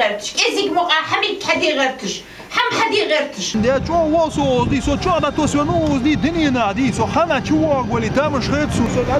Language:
Ingush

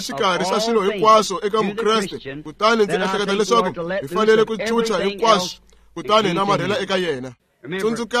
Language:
Tsonga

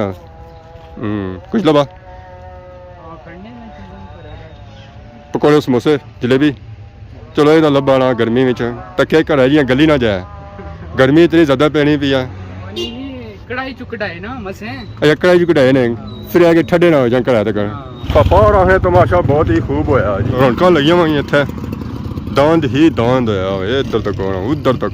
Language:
Pahari-Potwari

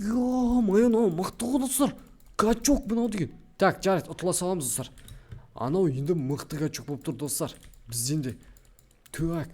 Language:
Kazakh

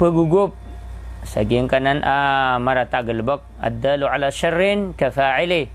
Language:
Maranao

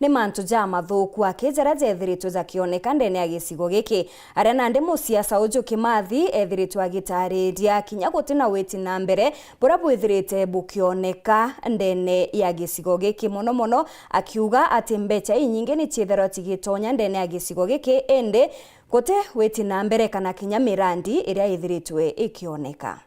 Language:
Meru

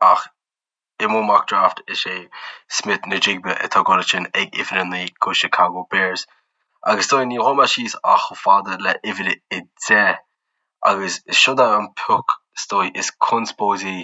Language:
Irish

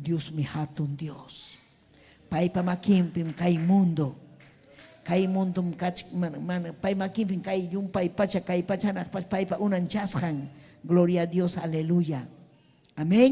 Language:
Ayacucho Quechua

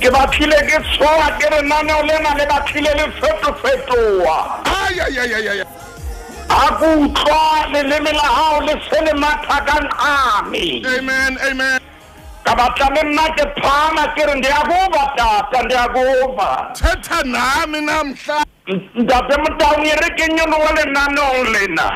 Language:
Southern Sotho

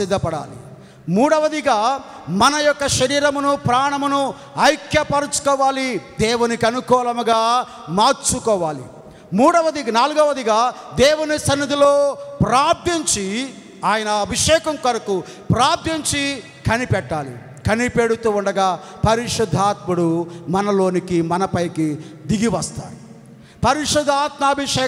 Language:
Telugu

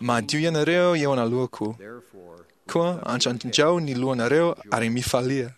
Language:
Malagasy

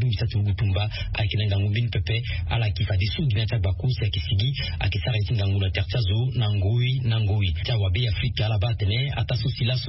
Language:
Sango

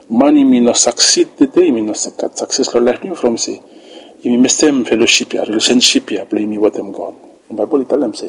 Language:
Bislama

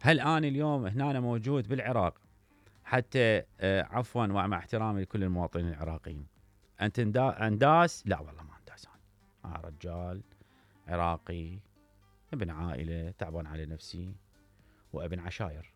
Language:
Mesopotamian Arabic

